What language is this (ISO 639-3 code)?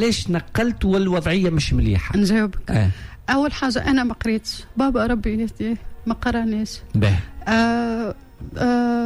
aeb